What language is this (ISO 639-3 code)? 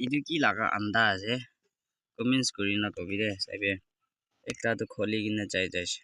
nag